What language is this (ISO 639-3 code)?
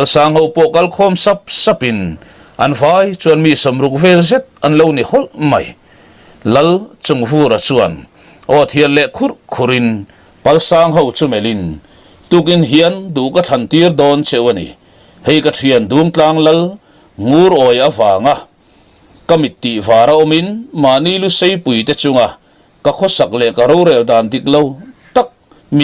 lus